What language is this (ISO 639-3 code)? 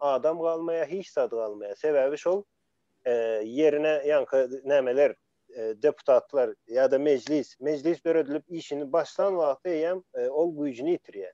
tuk